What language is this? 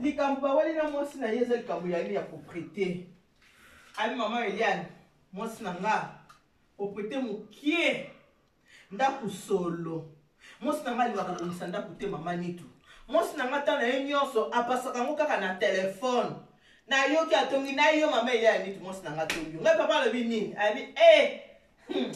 Lingala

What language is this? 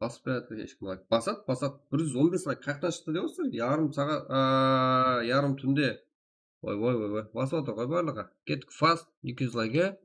Kara-Kalpak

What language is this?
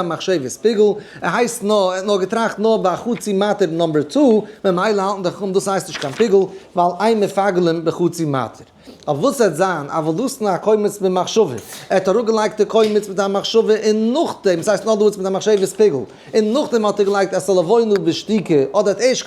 Yiddish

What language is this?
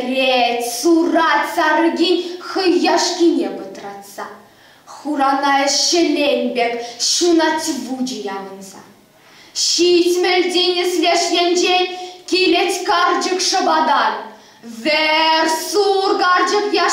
Chuvash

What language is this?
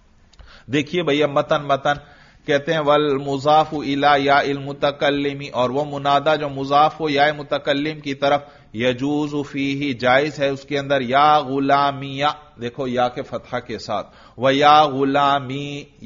Urdu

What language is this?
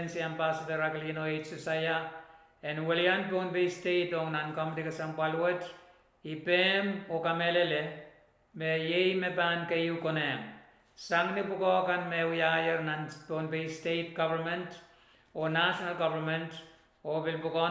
Pohnpeian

